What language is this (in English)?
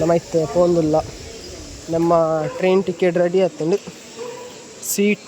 Tulu